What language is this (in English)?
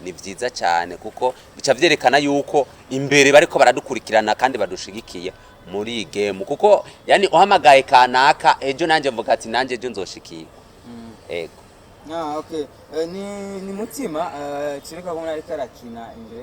Rundi